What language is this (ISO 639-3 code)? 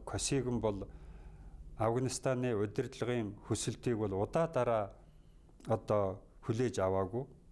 mon